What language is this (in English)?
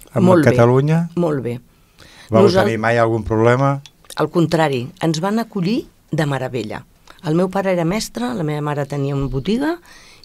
Catalan